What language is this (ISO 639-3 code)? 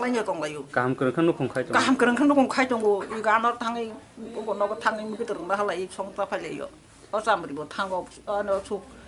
trp